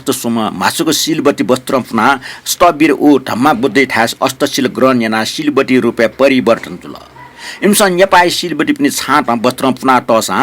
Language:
Newari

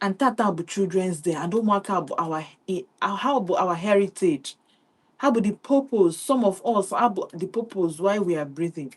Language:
Igbo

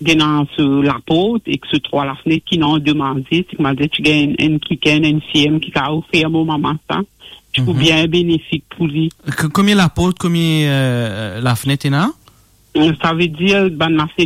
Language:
Morisyen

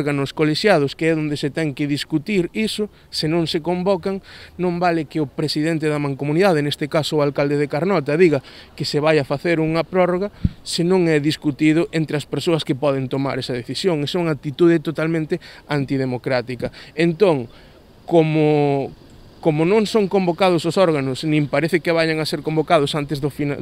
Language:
Galician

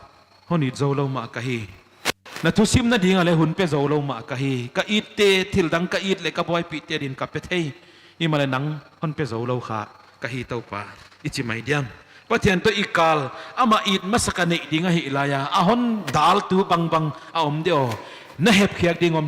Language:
Paite Chin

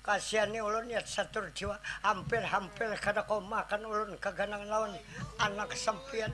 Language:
Banjar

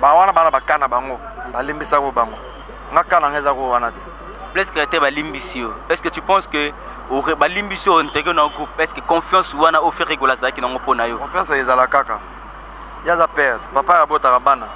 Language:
Lingala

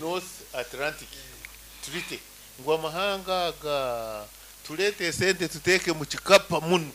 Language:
Nyankole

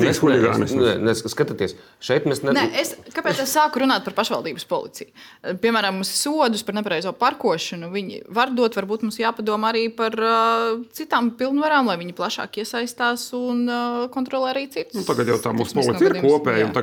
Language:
Latvian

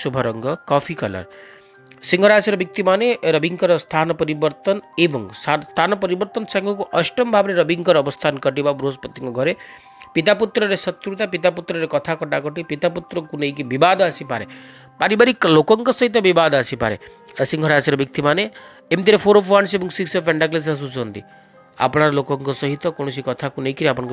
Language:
Odia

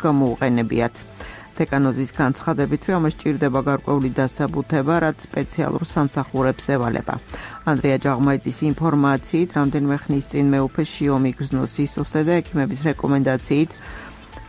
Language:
Georgian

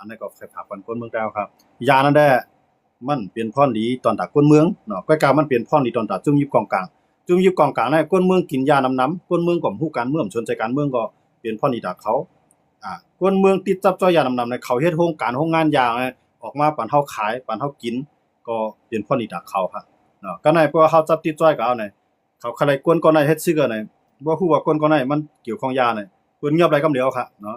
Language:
Shan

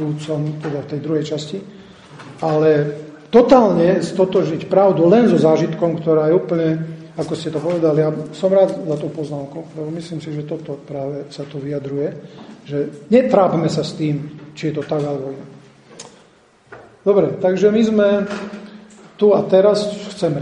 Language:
Slovak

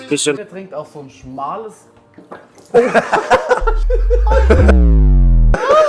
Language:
Bavarian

